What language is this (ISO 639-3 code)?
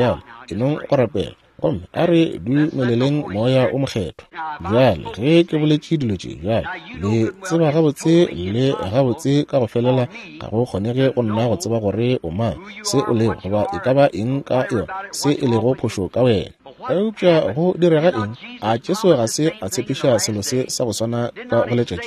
nso